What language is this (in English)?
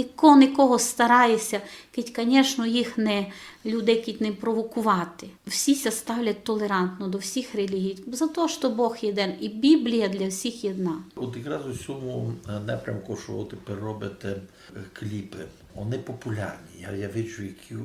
Rusyn